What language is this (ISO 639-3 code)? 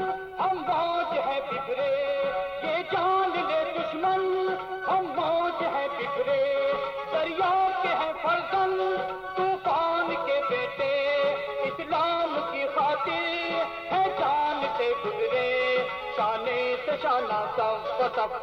urd